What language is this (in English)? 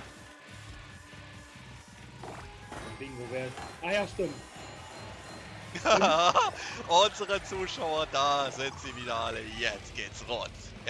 German